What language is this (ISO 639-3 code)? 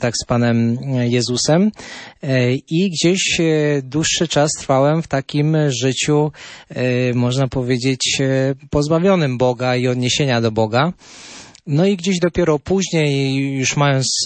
pol